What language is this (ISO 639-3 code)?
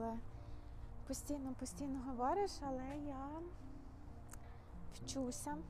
ukr